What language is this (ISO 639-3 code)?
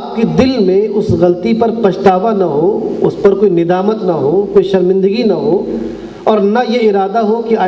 urd